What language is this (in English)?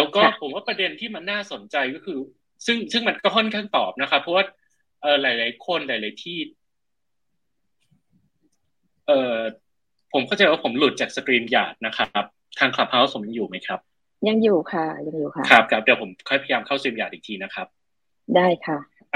Thai